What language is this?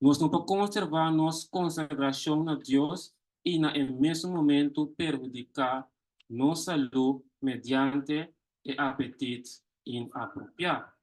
Papiamento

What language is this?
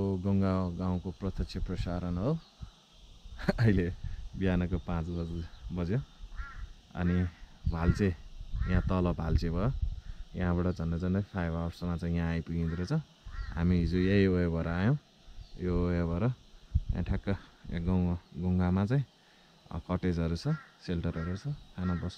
Nepali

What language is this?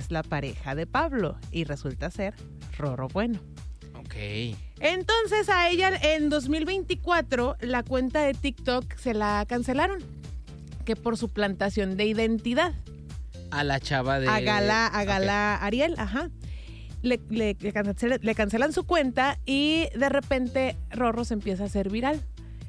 Spanish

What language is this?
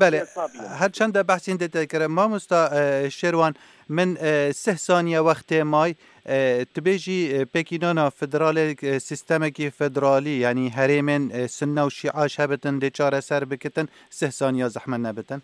Kurdish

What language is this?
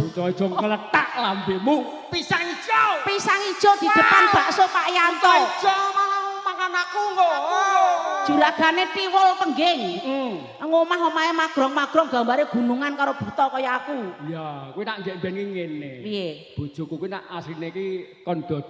Javanese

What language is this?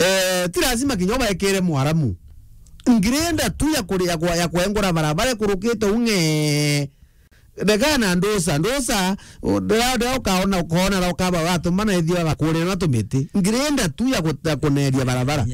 Meru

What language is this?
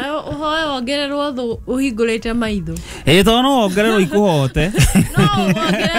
Kikuyu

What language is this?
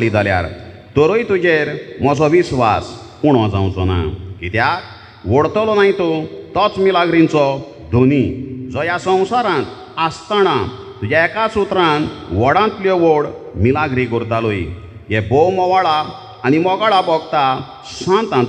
Konkani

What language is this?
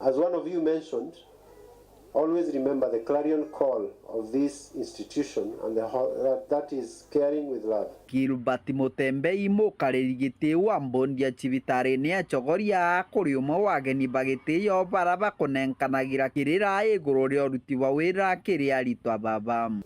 Meru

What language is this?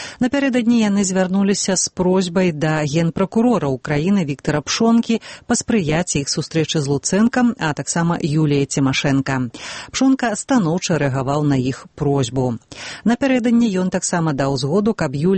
Belarusian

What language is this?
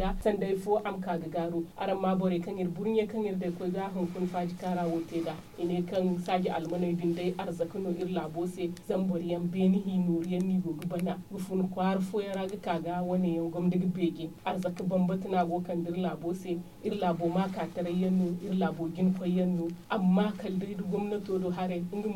Zarma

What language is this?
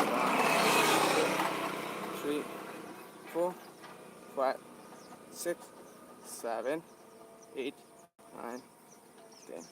Manipuri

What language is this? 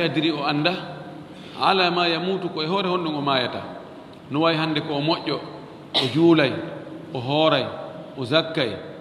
Fula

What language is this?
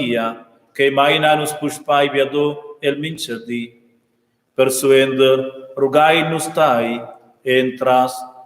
Romansh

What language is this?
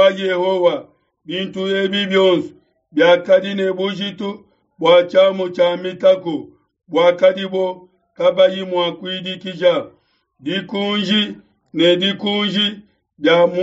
Luba-Lulua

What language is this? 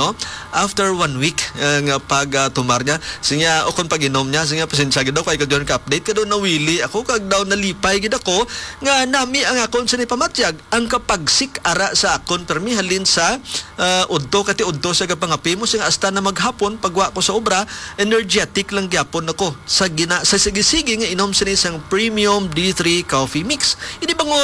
Hiligaynon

